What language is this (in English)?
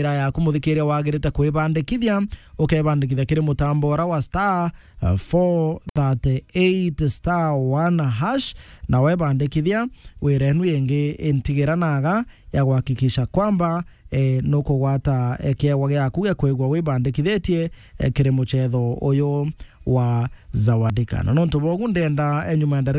Meru